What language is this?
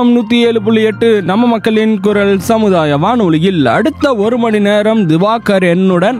Tamil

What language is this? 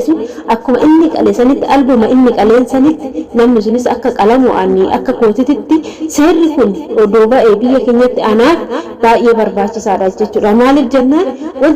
Oromo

